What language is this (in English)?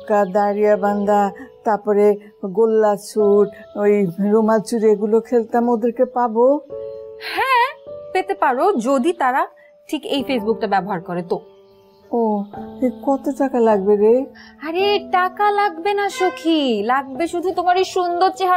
Bangla